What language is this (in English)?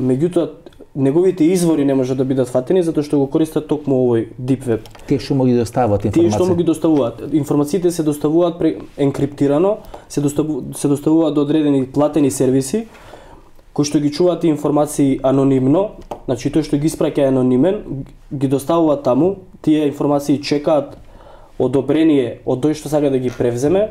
Macedonian